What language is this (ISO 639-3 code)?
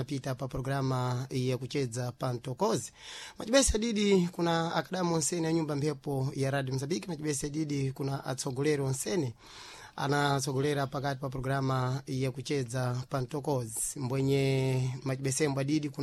seh